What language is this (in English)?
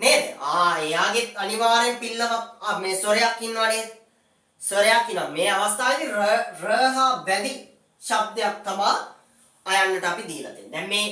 Sinhala